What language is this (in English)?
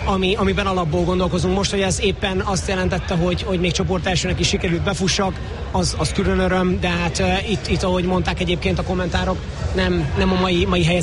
Hungarian